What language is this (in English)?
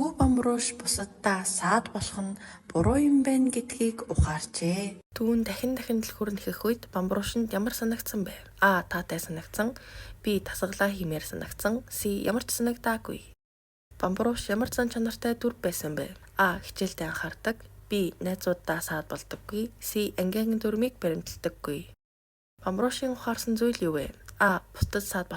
Mongolian